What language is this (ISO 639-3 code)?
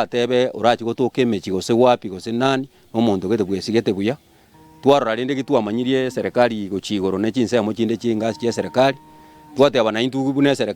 guz